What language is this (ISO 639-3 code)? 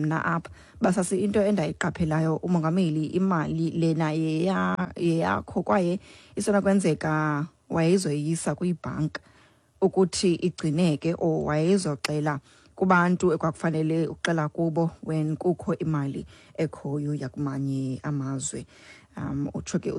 xho